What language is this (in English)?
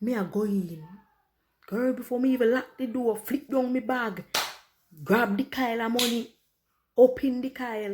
Jamaican Creole English